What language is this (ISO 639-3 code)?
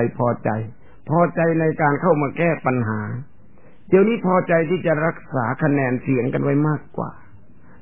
tha